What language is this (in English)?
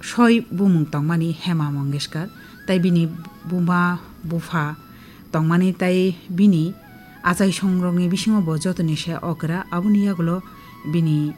Kok Borok